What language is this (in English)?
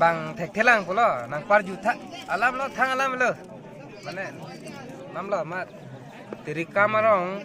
Karbi